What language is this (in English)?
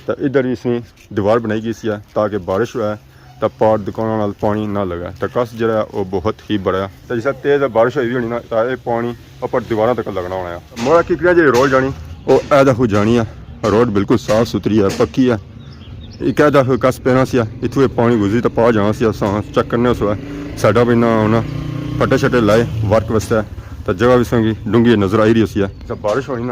Pahari-Potwari